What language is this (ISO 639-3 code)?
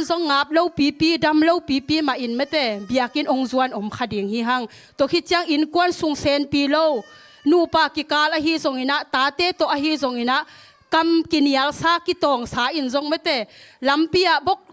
ctd